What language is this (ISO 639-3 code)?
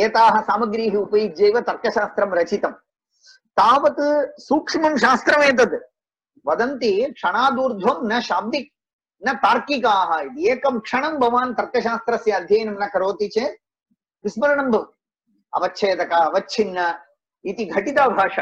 san